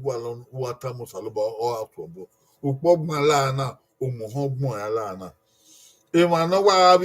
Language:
Bini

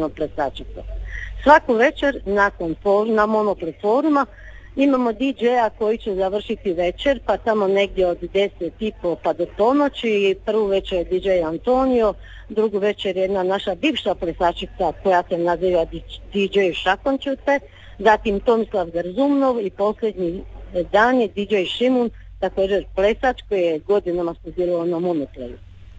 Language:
Croatian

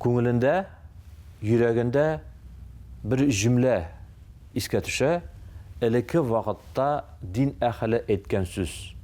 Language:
Tatar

